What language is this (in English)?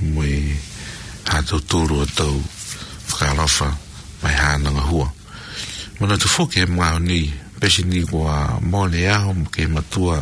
Tongan